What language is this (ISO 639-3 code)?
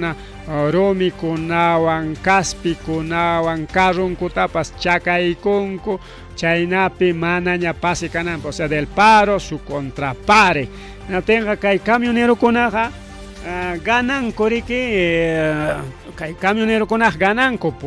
quy